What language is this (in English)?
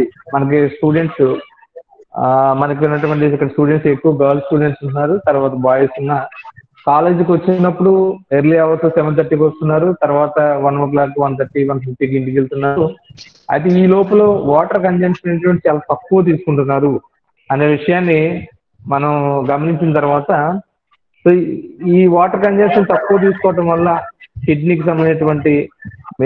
Telugu